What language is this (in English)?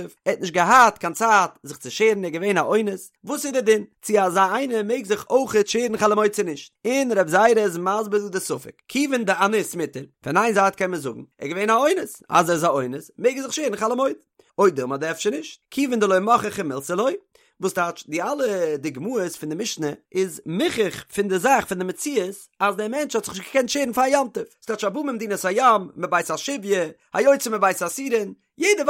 Yiddish